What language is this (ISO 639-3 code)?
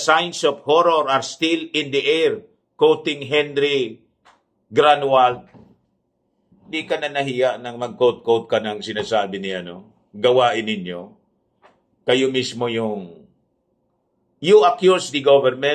fil